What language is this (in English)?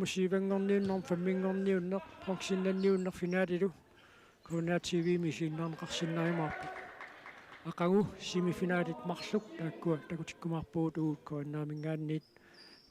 Kalaallisut